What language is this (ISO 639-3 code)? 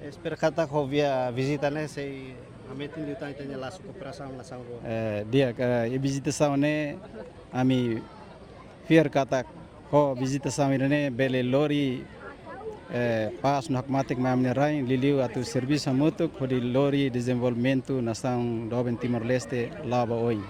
tet